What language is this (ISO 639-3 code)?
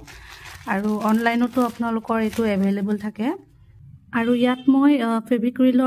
asm